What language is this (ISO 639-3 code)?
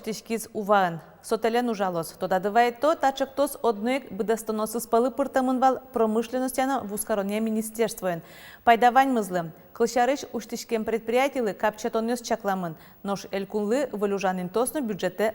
udm